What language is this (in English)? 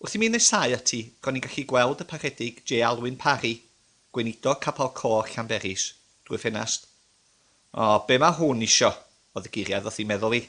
Welsh